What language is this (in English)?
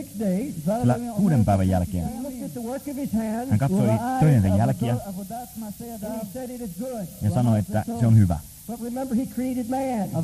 Finnish